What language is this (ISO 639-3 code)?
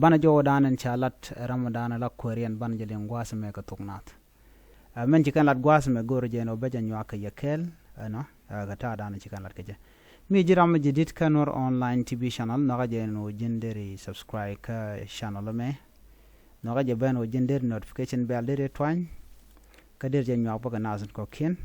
nus